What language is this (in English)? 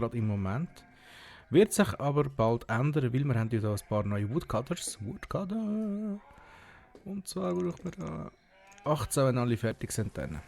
Swiss German